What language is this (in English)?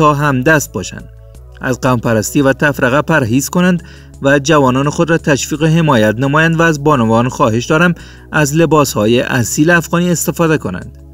Persian